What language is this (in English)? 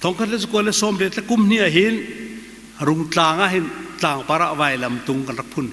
Hakha Chin